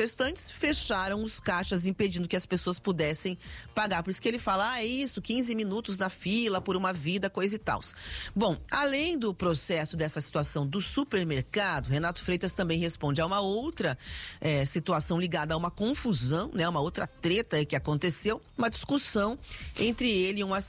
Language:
Portuguese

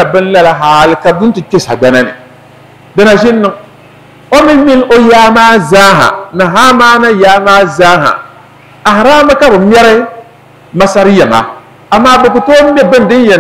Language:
Dagbani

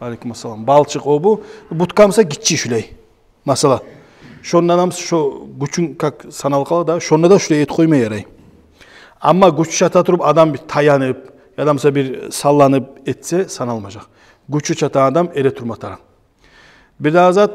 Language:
Kumyk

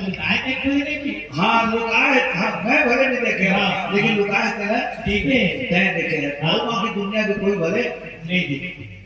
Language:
Chhattisgarhi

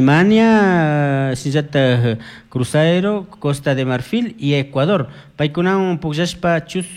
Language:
Chimborazo Highland Quichua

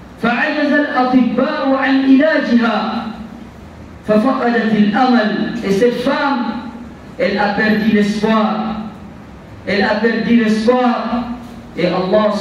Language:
French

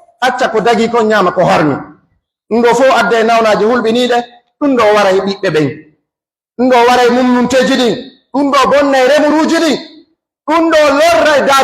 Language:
Pular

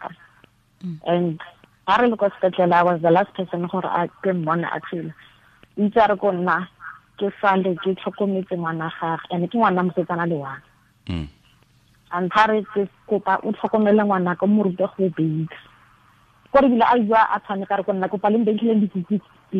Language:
Tswana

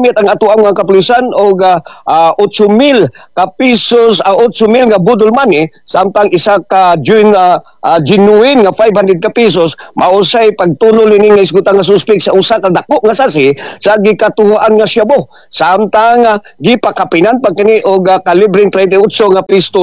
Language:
Cebuano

